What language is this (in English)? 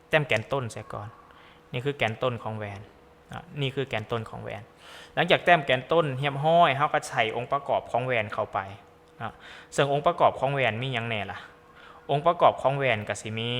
Lao